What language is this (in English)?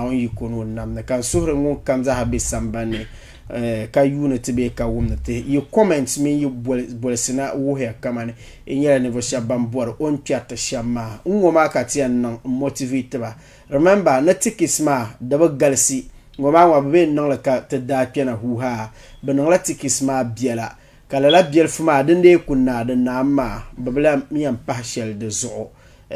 Dagbani